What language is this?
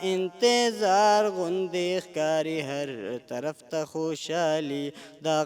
Pashto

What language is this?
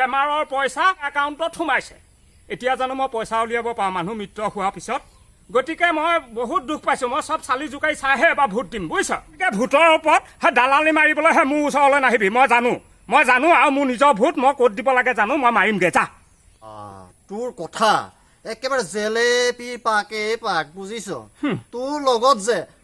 Assamese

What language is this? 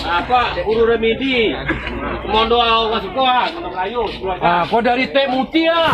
Minangkabau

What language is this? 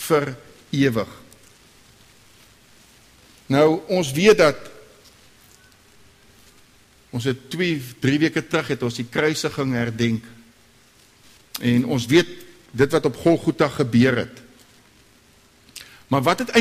Afrikaans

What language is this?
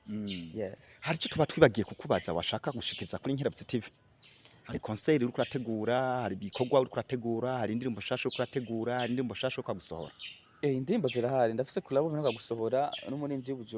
Rundi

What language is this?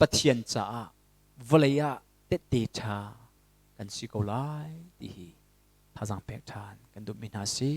Hakha Chin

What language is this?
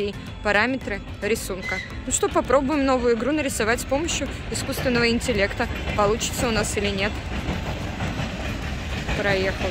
Russian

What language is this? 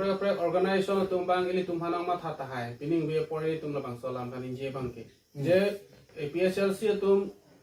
Karbi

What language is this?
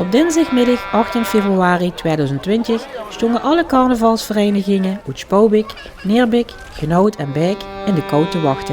Limburgish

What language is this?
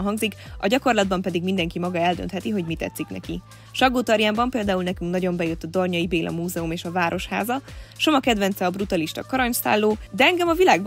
Hungarian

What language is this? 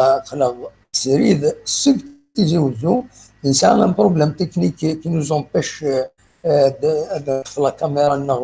Kabyle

